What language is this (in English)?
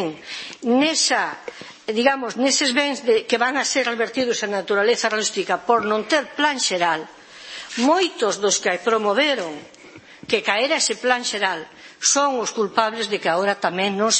Galician